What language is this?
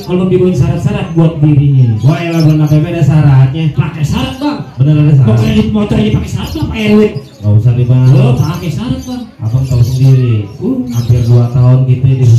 Betawi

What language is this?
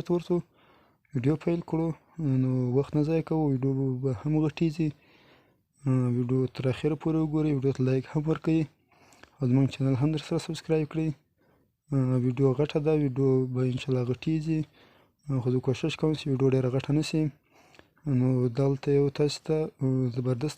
Pashto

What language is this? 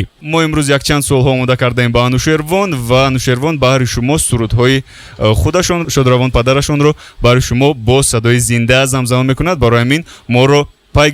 Tajik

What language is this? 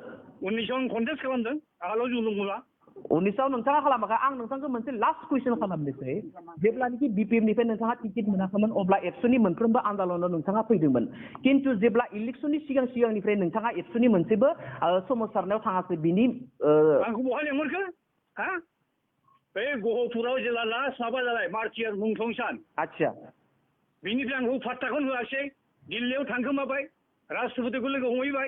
Bodo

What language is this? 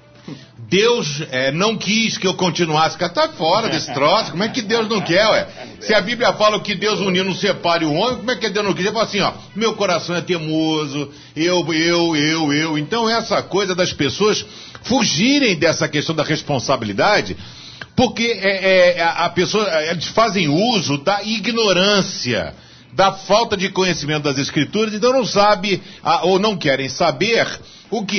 Portuguese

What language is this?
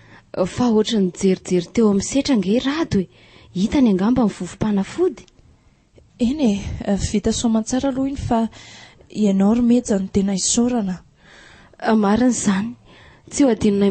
Malagasy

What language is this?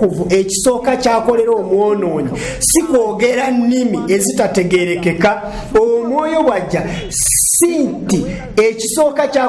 Ganda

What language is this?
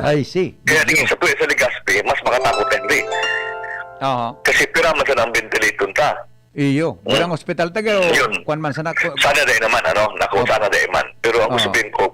Bikol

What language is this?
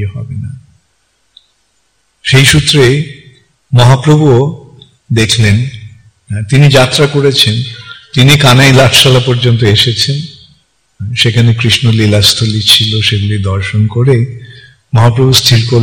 Bangla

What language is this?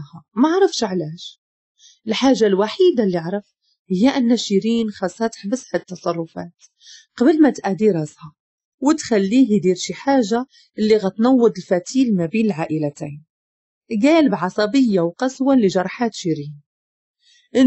Moroccan Arabic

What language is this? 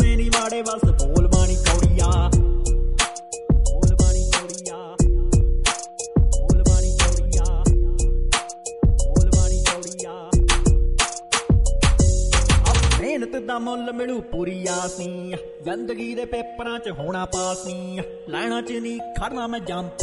Punjabi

